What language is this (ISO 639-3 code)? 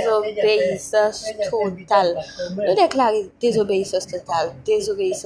hat